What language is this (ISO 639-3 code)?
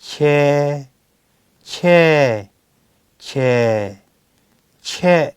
lhu